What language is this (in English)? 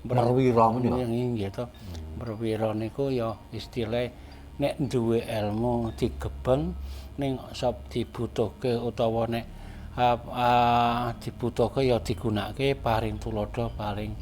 Javanese